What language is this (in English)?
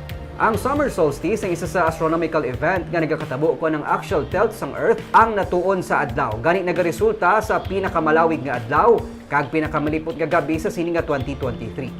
Hiligaynon